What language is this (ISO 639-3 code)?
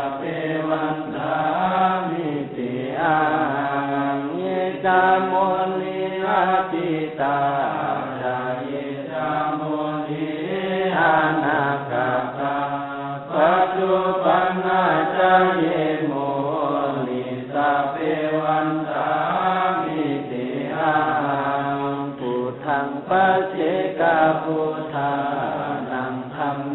pli